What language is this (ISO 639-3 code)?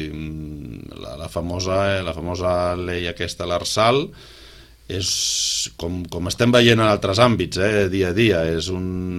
cat